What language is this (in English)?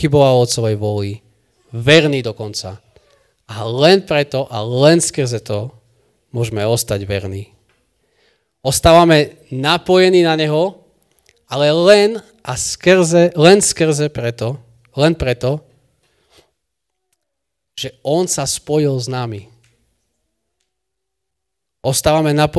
Slovak